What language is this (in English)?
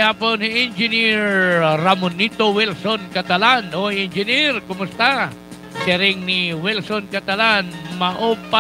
Waray